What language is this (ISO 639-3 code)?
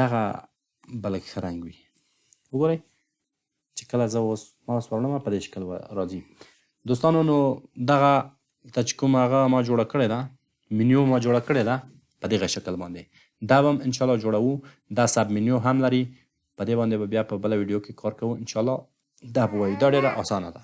pus